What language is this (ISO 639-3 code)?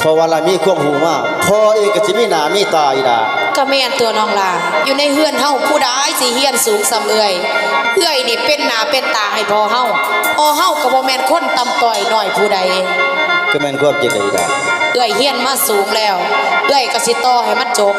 tts